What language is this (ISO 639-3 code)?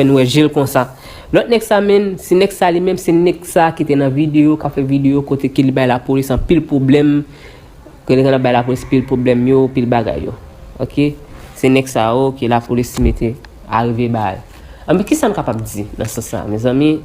hat